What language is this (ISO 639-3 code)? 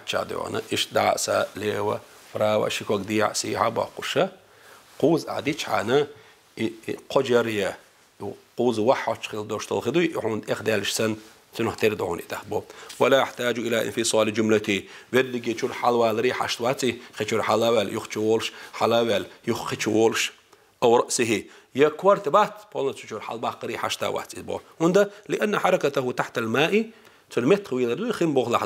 che